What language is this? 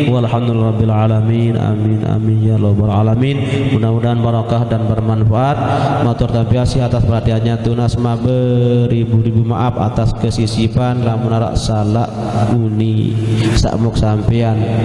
Sasak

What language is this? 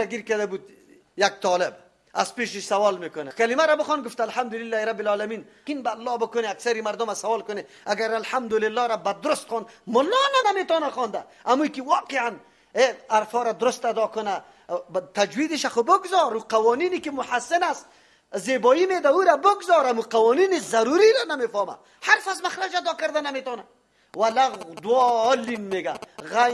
Persian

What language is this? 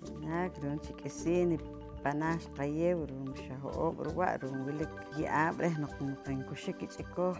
Poqomchi'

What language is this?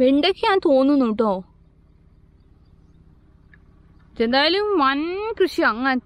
Malayalam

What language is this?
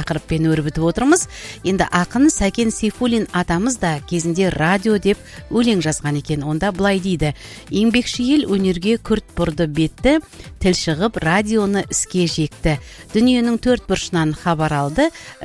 Kazakh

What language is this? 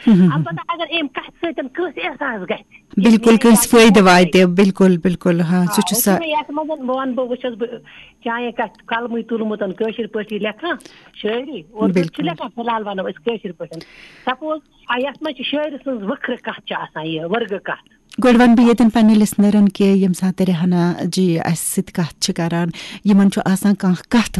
Kashmiri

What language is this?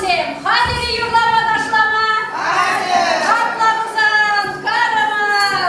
Chuvash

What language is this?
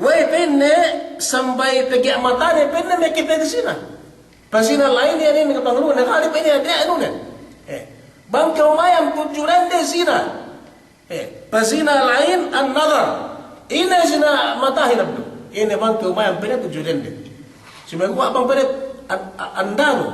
Yakan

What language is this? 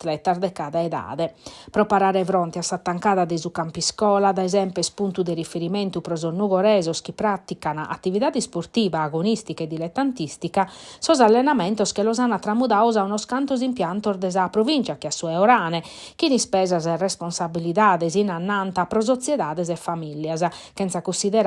Sardinian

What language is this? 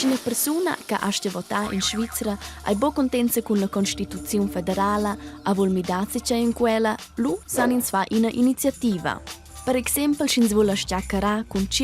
Romansh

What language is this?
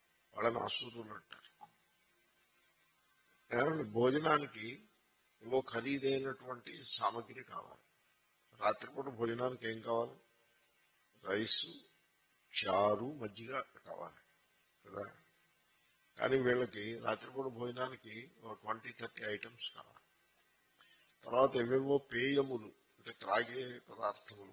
Telugu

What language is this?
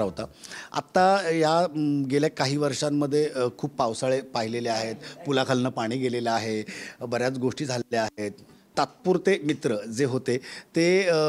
Marathi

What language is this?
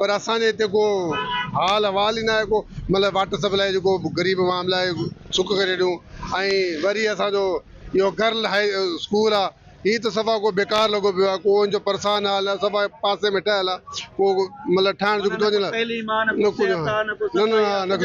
Sindhi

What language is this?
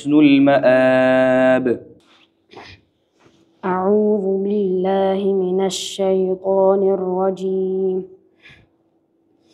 Arabic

